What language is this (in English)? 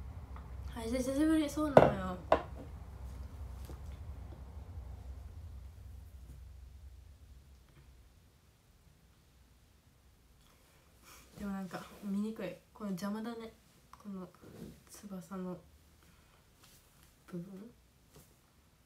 Japanese